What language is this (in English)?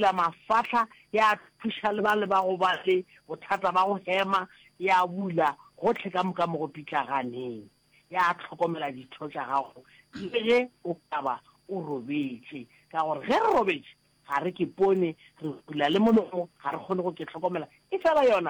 Northern Sotho